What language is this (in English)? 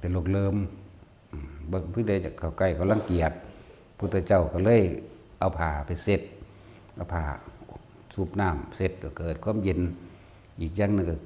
Northeastern Thai